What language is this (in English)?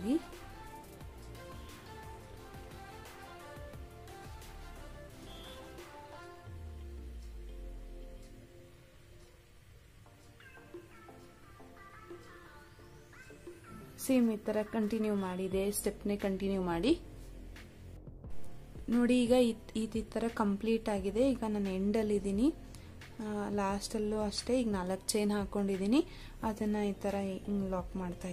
Kannada